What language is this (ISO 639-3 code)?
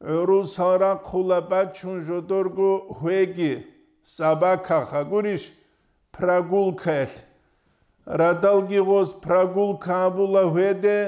ava